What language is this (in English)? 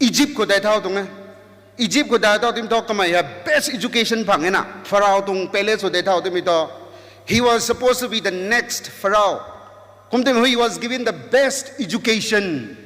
Rongmei Naga